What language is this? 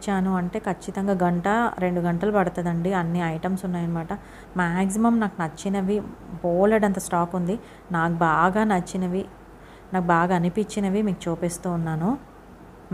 Telugu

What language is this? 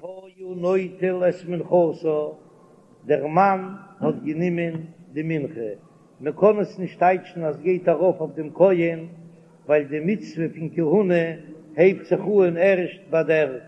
Yiddish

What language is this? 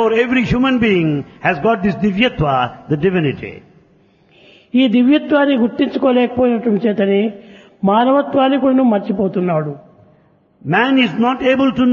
Telugu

